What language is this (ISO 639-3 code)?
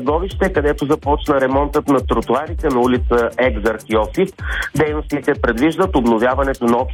bul